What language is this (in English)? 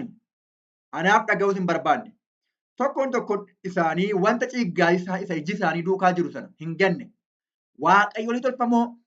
Oromo